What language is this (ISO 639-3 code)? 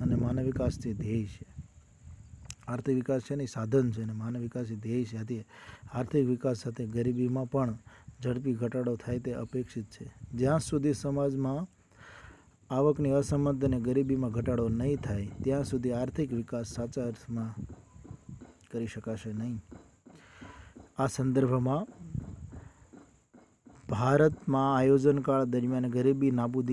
guj